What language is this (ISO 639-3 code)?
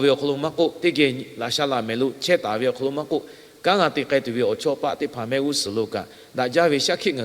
lhu